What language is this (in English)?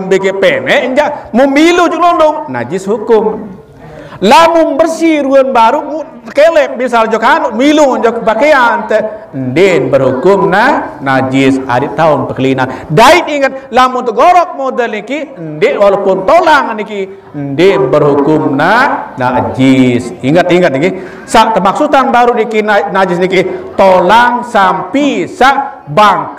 Sasak